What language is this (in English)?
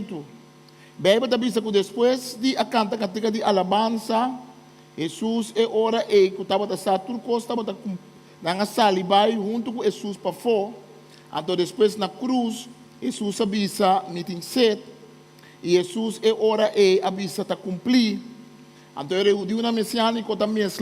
Papiamento